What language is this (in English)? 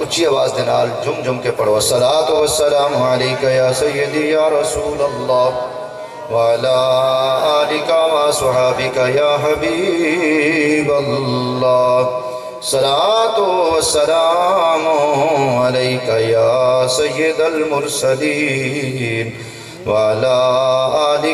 Urdu